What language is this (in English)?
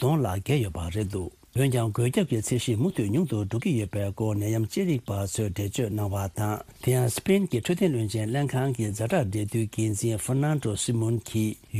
Tibetan